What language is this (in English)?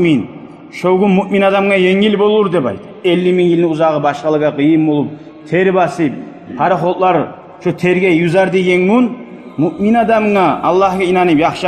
Kumyk